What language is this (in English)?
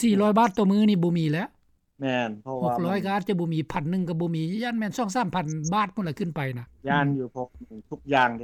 Lao